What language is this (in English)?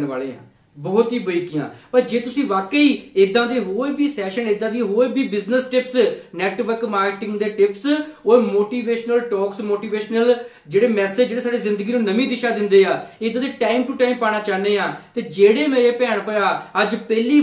Punjabi